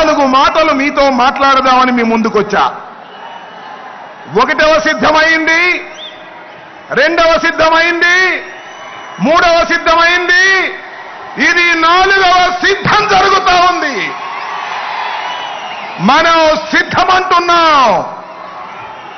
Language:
Telugu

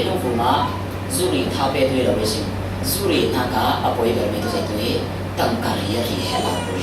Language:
Falam Chin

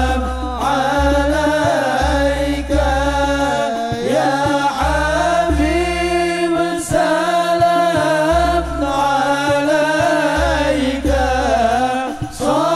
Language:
Arabic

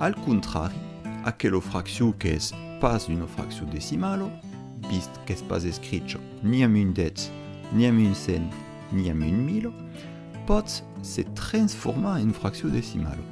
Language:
Occitan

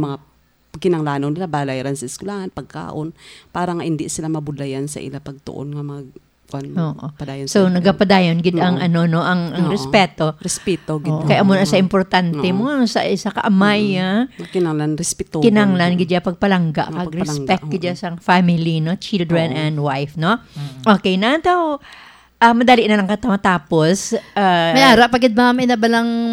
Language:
Hiligaynon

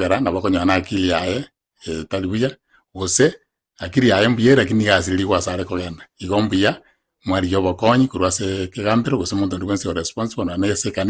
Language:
Gusii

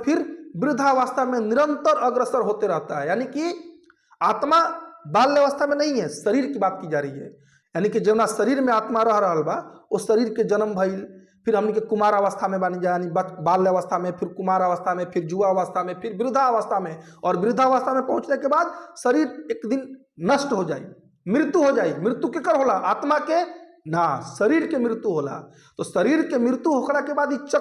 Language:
Bhojpuri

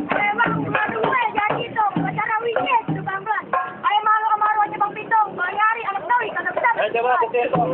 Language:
Betawi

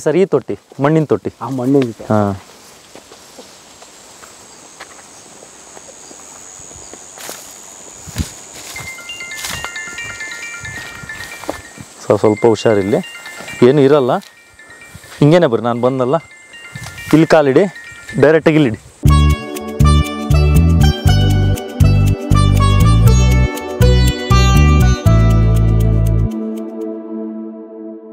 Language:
Kannada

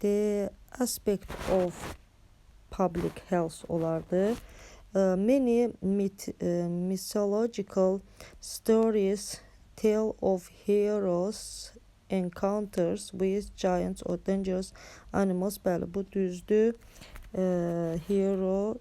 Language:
Azerbaijani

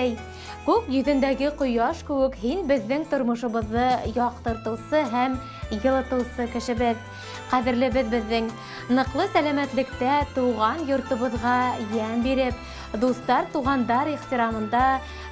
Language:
Bashkir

